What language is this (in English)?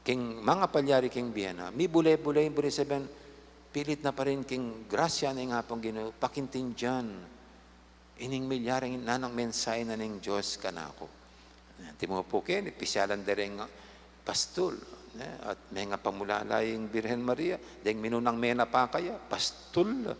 Pampanga